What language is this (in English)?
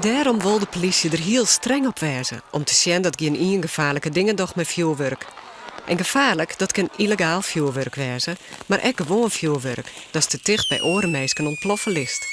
Western Frisian